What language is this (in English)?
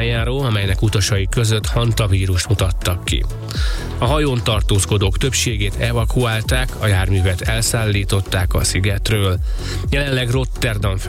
Hungarian